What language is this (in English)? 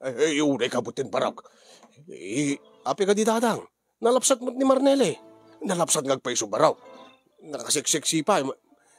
Iloko